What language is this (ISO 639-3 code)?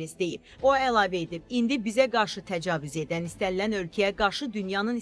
aze